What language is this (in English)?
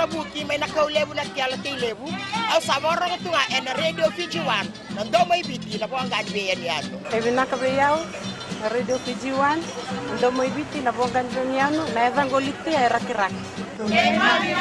Fijian